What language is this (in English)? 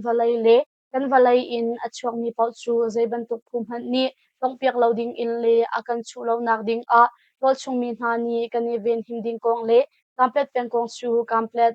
Hakha Chin